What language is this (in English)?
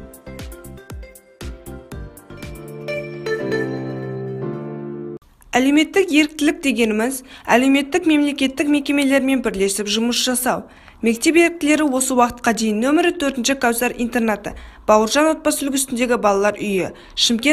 Kazakh